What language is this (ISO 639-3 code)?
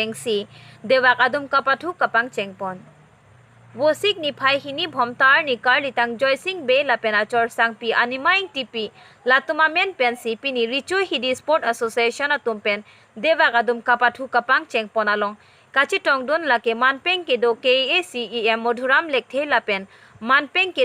mjw